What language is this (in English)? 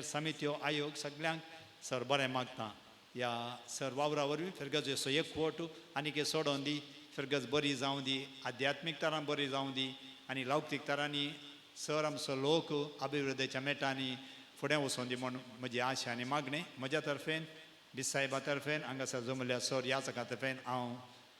Konkani